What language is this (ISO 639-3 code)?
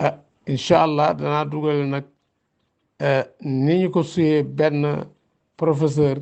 wol